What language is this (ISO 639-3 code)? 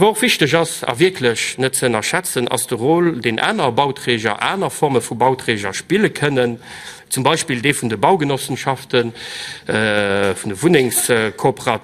ltz